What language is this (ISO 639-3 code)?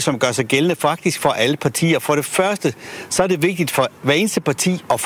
dan